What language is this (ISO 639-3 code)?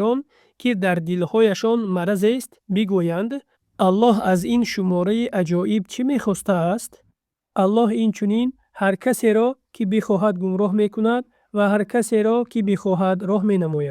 tgk